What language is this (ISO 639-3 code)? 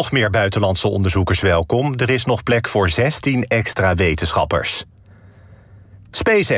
nld